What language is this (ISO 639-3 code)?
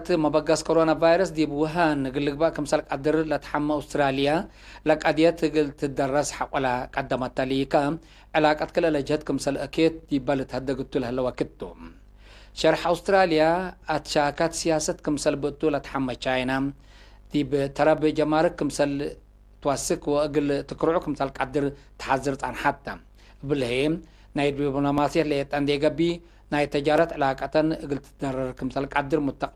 tig